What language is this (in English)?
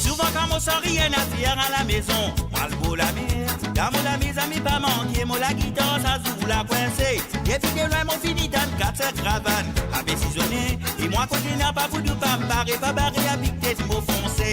Morisyen